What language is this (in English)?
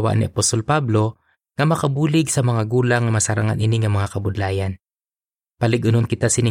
Hiligaynon